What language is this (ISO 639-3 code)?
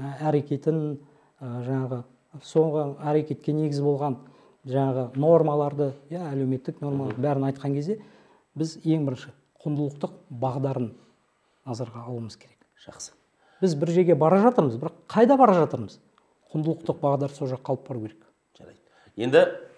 kaz